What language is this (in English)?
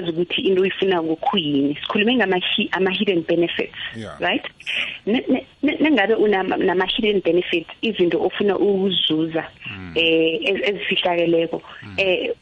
South Ndebele